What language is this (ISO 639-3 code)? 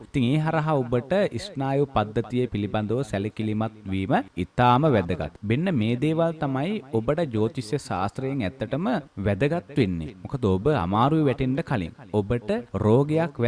sin